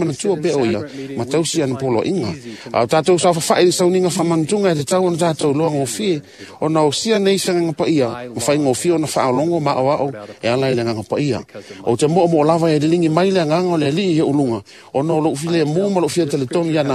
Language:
Samoan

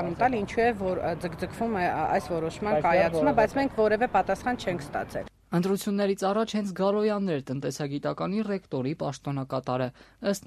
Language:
Armenian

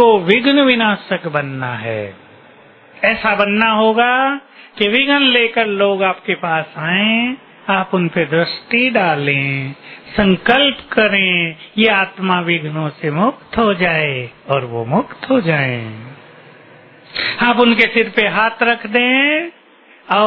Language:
Hindi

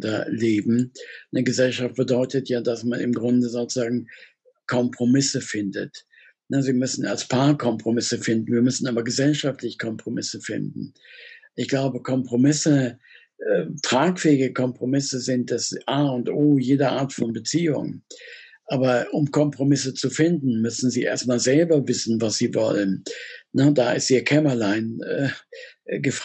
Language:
German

